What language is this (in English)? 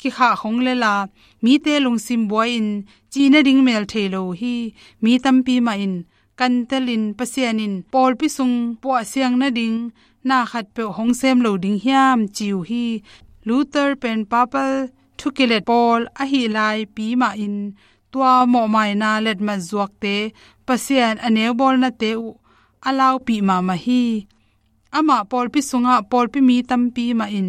Tedim Chin